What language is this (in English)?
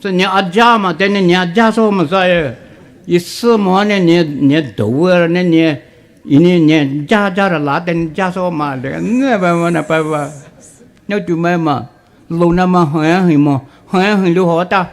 Poumei Naga